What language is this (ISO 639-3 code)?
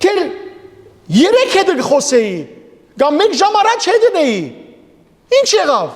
hyw